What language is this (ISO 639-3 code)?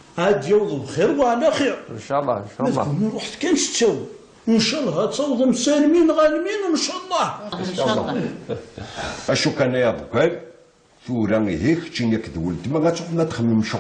kab